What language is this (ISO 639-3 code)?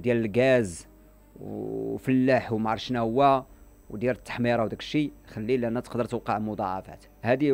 ary